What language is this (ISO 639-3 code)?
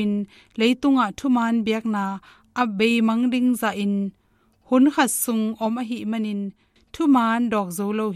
ctd